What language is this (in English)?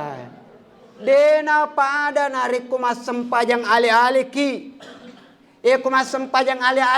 Buginese